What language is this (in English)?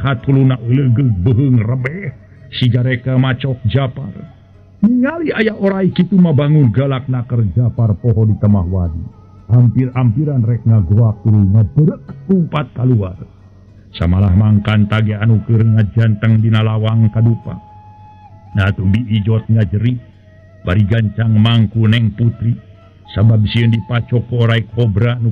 Sundanese